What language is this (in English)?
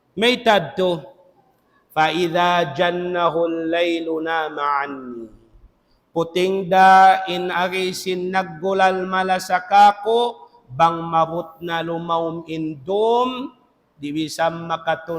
Tausug